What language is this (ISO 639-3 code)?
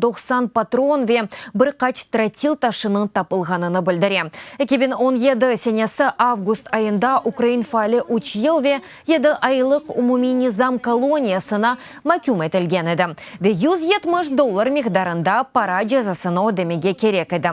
crh